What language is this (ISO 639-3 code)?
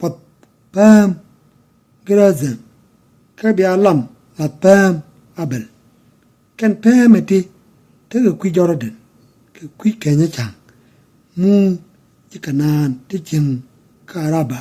nus